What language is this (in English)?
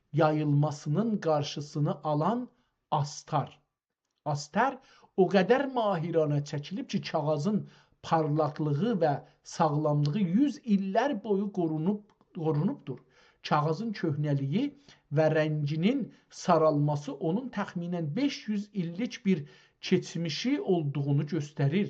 South Azerbaijani